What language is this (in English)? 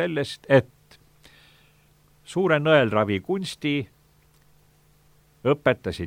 Estonian